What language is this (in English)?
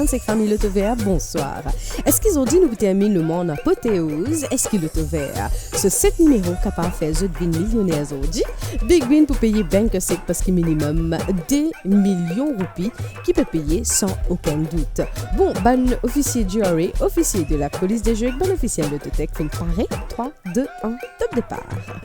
Morisyen